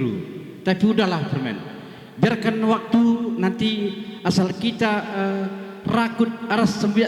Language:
Batak Karo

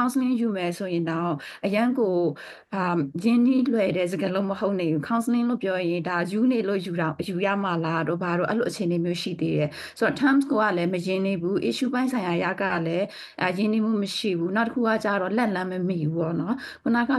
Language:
Burmese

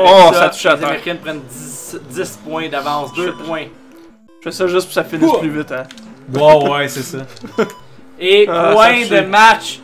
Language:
French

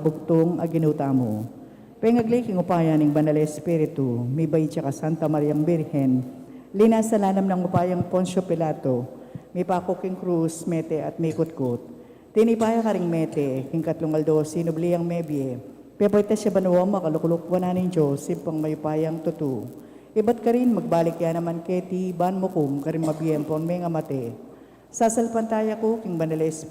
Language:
Pampanga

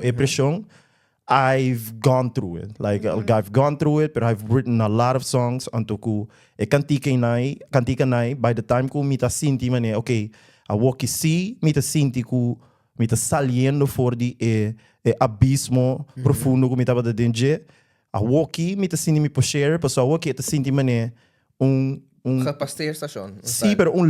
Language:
Papiamento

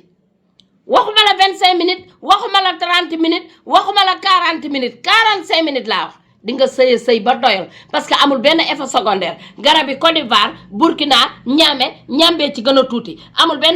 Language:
Wolof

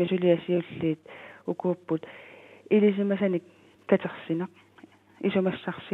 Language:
Kalaallisut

